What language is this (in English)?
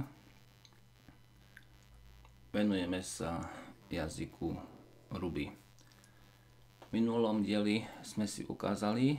Slovak